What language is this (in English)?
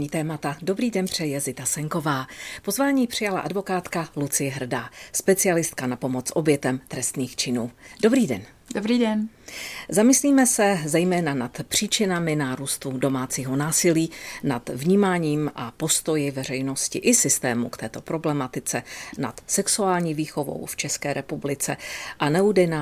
Czech